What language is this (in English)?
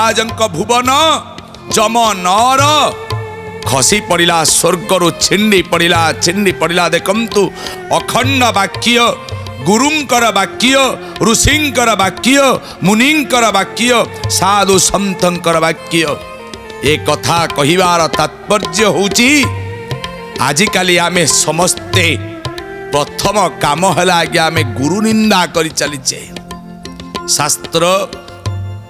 Odia